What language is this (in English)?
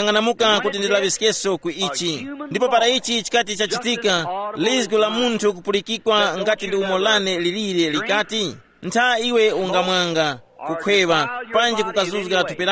Tumbuka